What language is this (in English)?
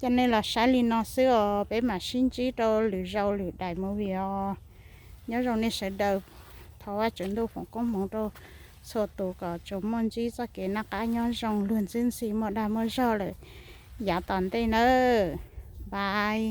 Hmong